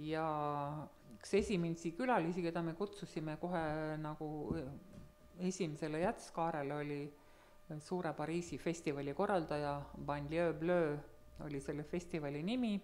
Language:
Estonian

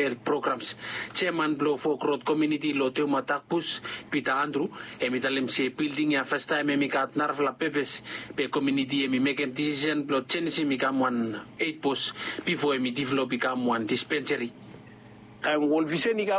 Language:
Bislama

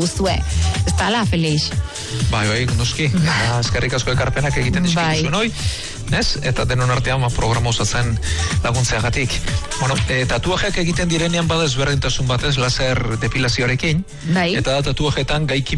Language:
Basque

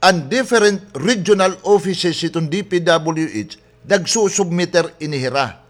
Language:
Waray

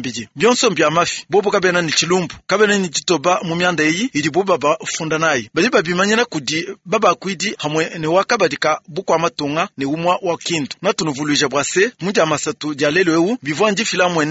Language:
Luba-Lulua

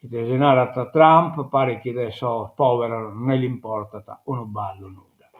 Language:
Sardinian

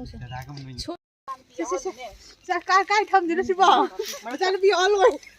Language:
Manipuri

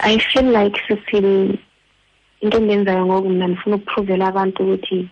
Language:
Xhosa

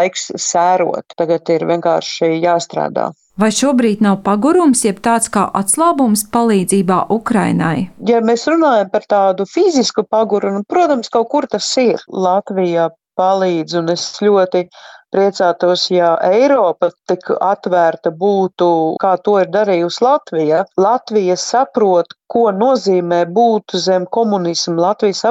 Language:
Latvian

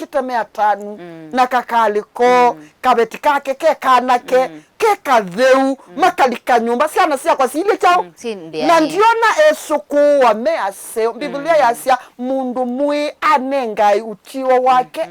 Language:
Kamba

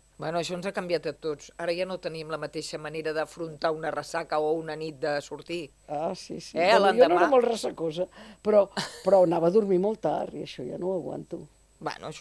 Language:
Catalan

